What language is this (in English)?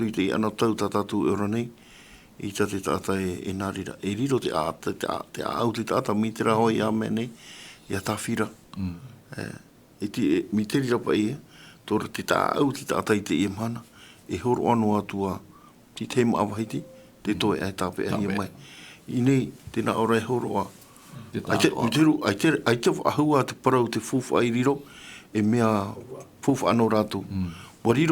Tahitian